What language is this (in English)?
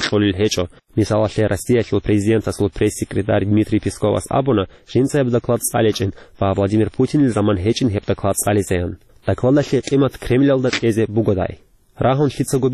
Avaric